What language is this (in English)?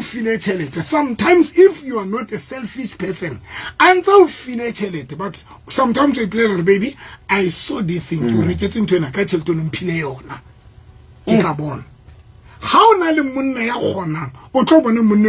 Southern Sotho